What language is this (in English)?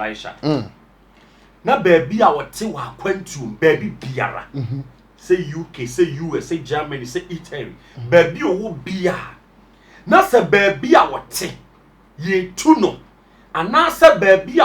Akan